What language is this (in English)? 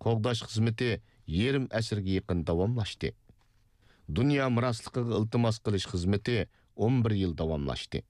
Uyghur